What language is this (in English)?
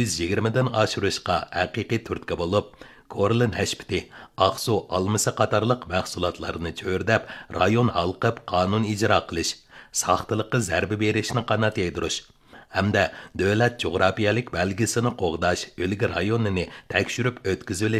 Uyghur